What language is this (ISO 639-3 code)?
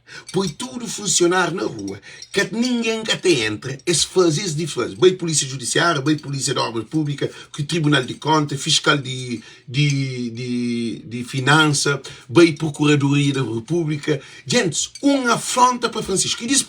kea